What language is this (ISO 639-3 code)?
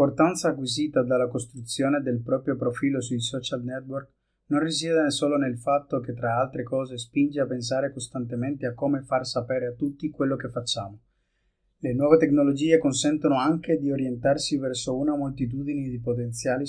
ita